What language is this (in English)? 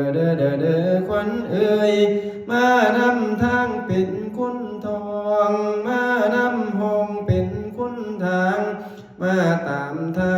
Lao